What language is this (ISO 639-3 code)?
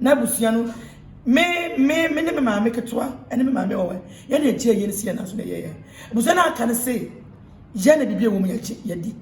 aka